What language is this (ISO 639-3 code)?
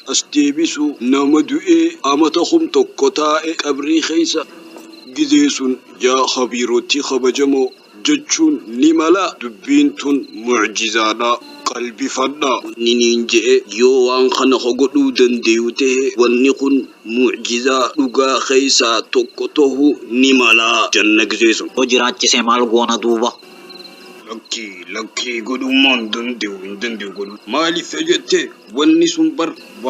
orm